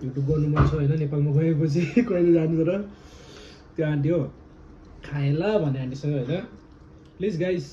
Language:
Nepali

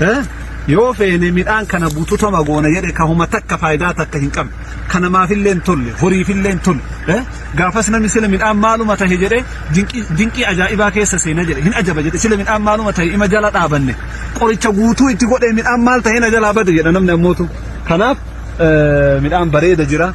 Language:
Oromo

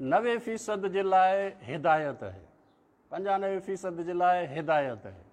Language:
Sindhi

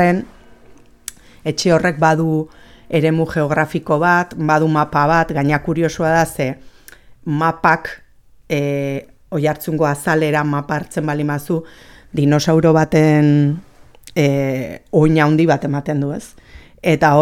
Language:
Basque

